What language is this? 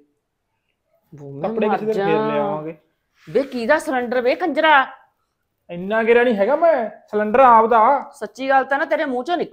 Punjabi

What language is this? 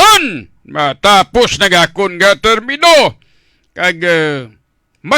Hiligaynon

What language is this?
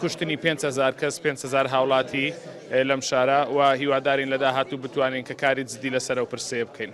Central Kurdish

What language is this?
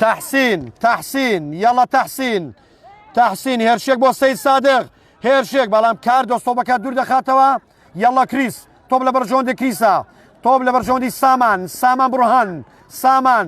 Central Kurdish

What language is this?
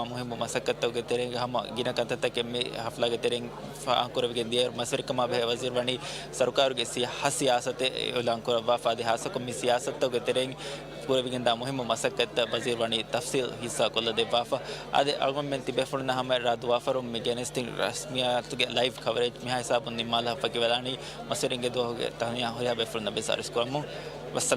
Divehi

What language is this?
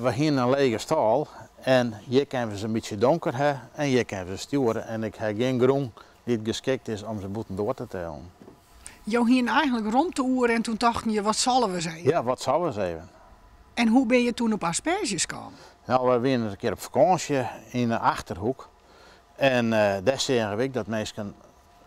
Western Frisian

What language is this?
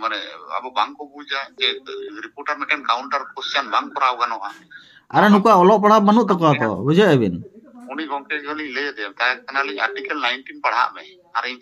Santali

